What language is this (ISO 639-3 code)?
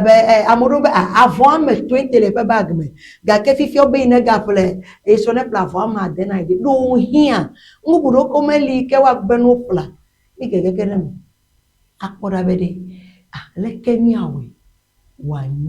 ewe